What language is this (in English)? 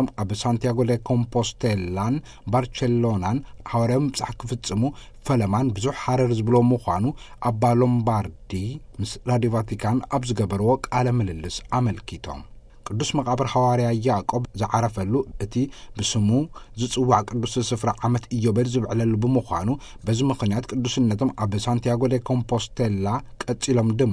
Tigrinya